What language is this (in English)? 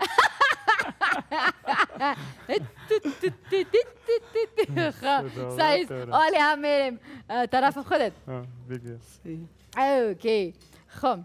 Pashto